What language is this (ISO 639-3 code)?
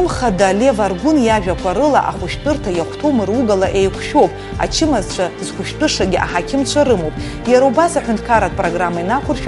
abk